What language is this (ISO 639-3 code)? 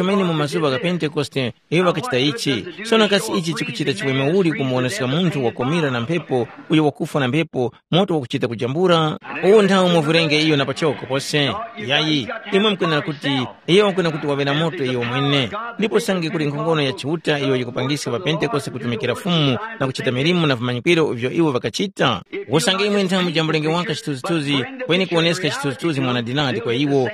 tum